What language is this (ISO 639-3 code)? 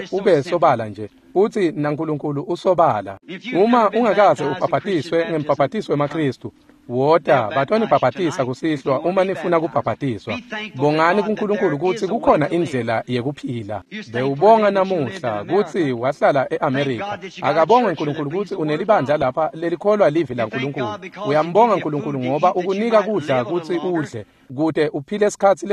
ssw